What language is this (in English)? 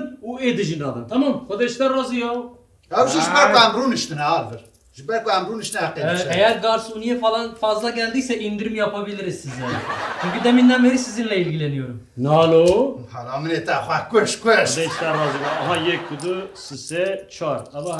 Kurdish